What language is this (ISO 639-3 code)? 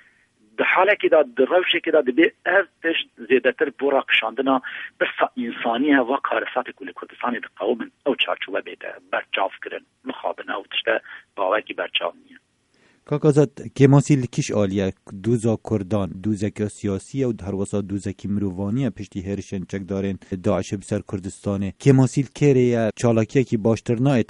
kur